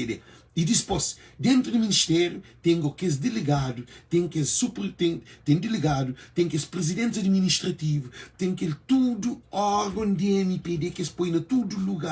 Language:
Kabuverdianu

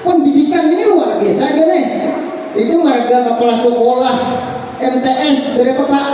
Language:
Banjar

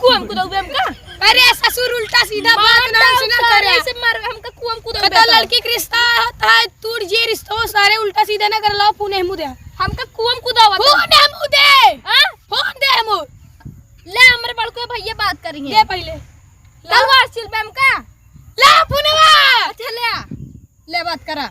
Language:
Awadhi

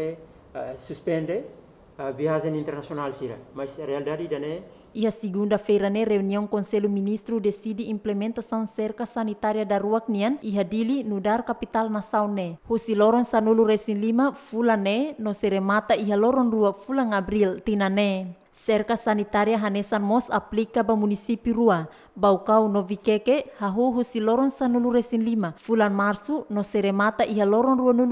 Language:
Tetum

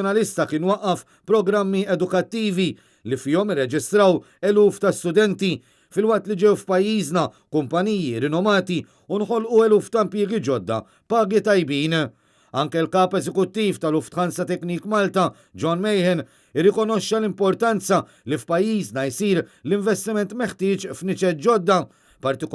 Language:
Maltese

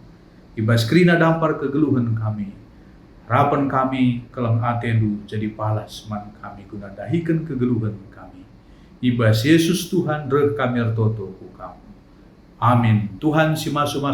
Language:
Batak Karo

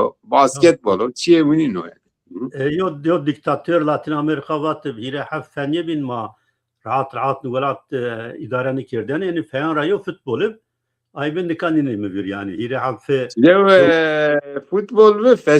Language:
Zaza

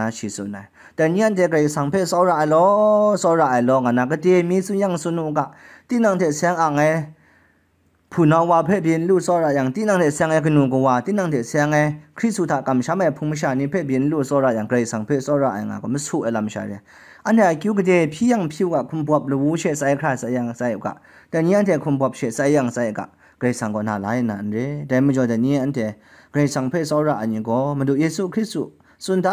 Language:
Kachin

